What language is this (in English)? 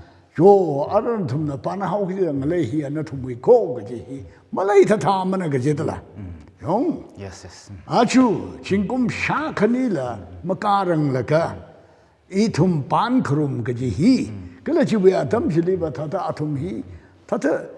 Tangkhul Naga (India)